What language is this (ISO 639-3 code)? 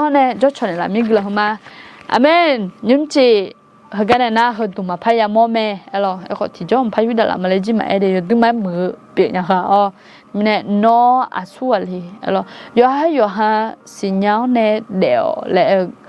ahk